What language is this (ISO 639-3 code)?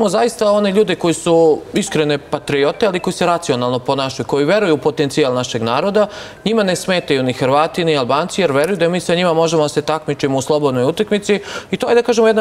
srp